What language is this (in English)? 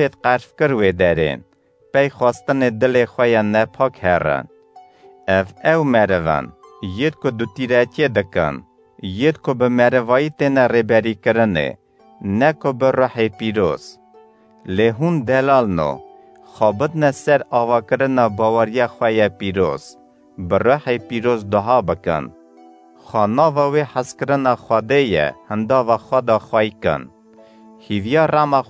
Kurdish